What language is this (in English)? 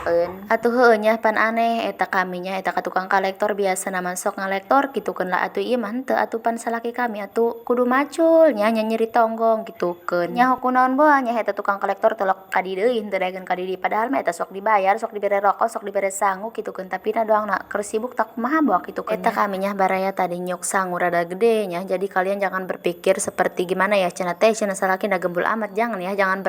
Sundanese